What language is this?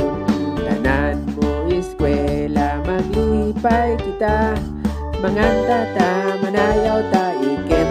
Cebuano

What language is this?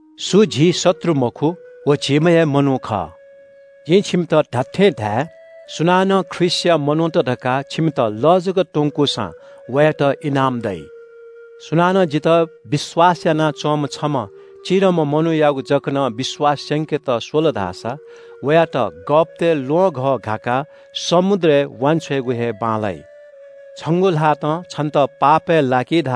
Newari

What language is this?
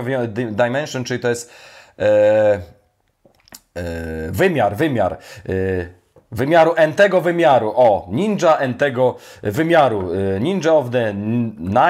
Polish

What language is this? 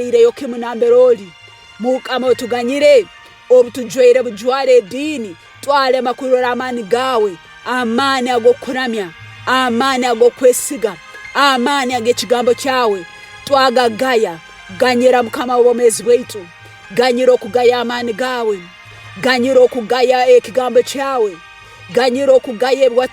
Tooro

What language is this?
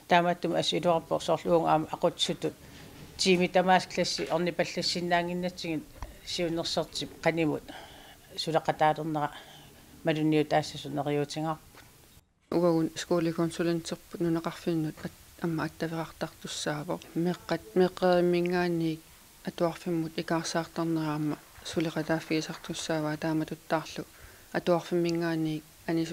Kalaallisut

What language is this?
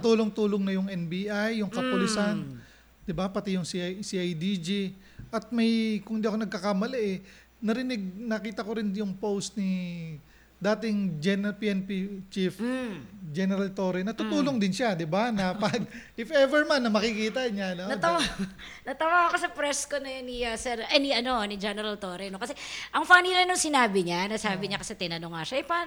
Filipino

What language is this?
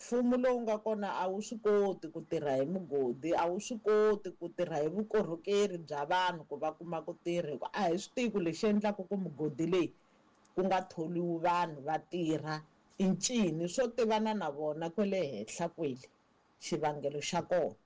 Tsonga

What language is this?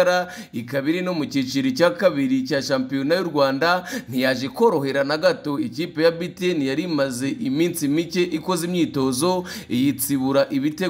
Kinyarwanda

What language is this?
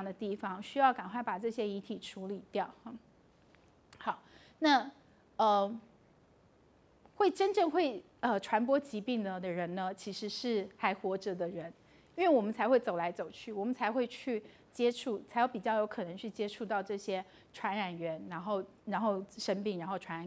Chinese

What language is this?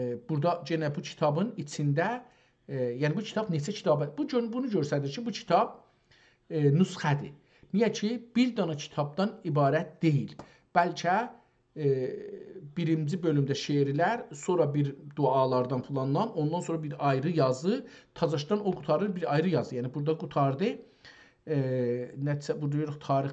South Azerbaijani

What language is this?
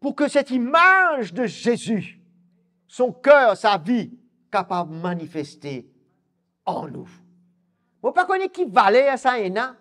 Morisyen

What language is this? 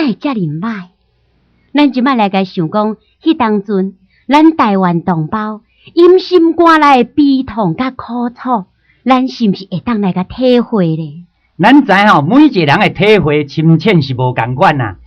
Min Nan Chinese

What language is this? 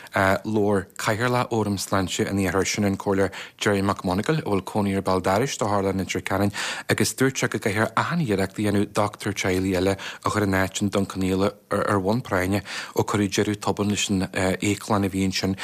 Irish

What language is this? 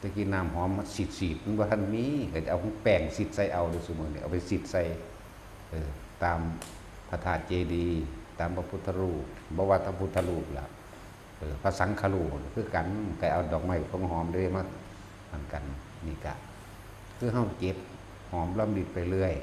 Northeastern Thai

